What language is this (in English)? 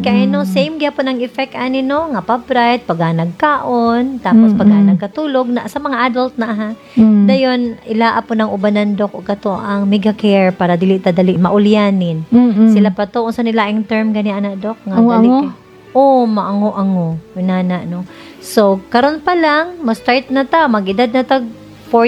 Cebuano